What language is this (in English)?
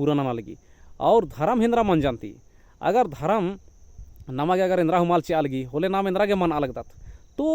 Kurukh